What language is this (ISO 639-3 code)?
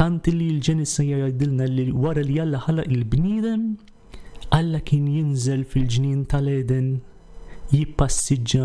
mlt